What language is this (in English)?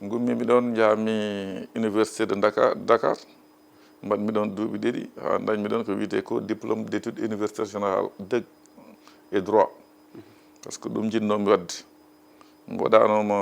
Fula